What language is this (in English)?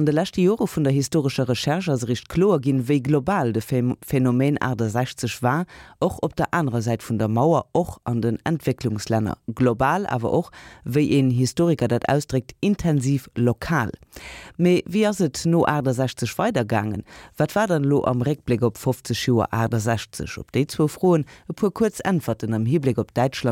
Luxembourgish